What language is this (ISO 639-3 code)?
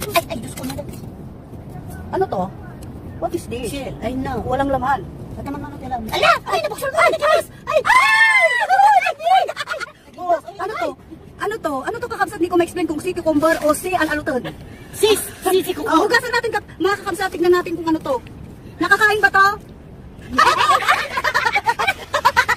fil